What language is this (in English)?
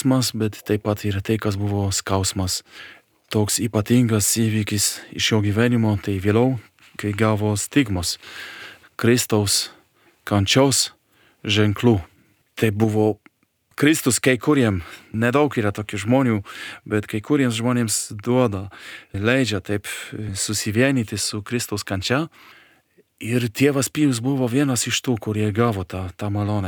Lithuanian